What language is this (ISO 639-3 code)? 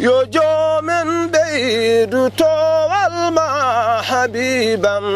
ful